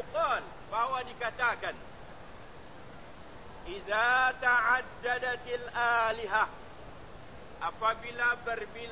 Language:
Malay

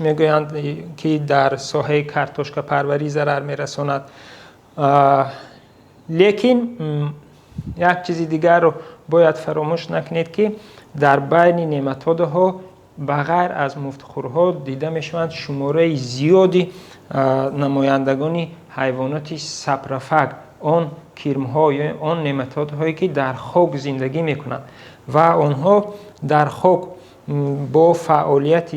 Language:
Tajik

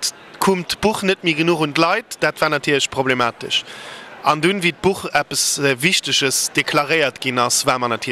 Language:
Luxembourgish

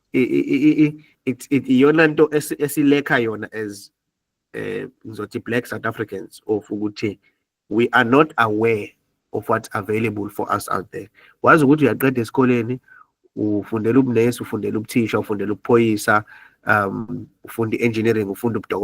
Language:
Zulu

